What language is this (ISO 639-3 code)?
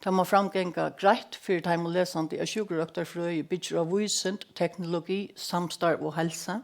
fao